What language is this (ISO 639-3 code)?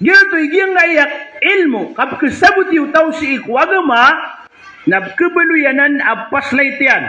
mrw